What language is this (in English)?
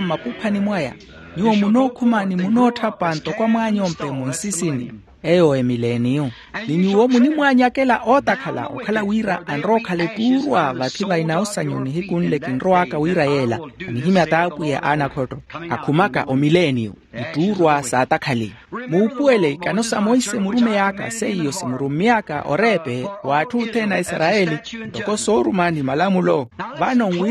Makhuwa